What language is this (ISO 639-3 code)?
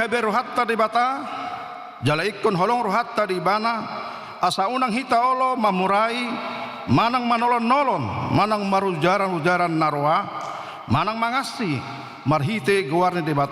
bbc